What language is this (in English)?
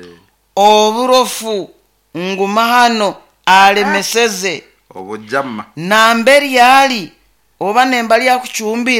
Nyoro